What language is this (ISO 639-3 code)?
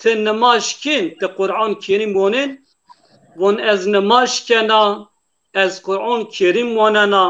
zza